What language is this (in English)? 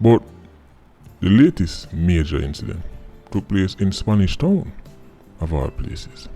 Jamaican Creole English